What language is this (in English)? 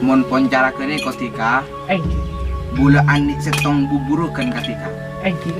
Madurese